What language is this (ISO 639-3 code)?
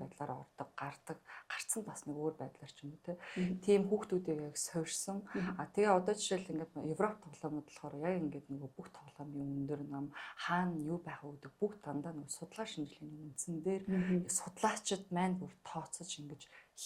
mon